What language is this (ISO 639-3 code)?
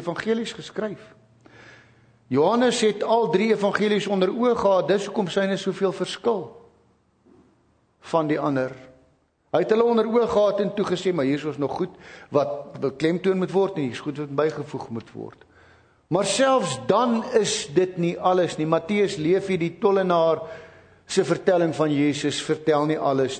afr